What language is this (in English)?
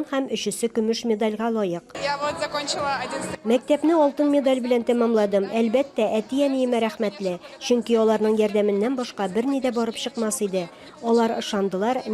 Tatar